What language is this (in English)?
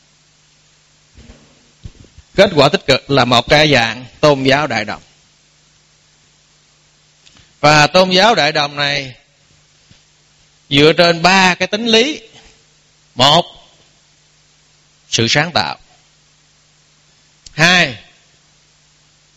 Vietnamese